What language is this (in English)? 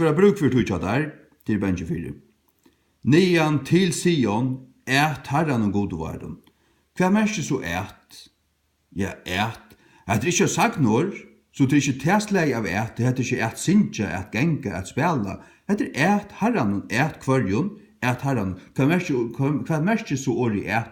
Faroese